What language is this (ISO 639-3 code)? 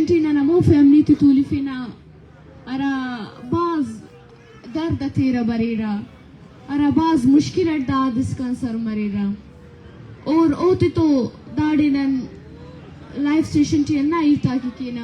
bal